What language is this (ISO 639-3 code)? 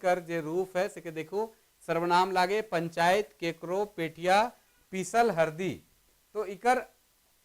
sck